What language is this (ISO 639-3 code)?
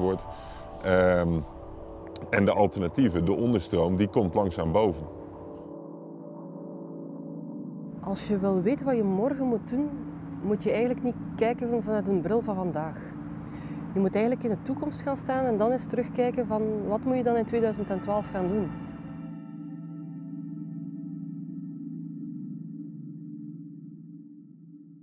nld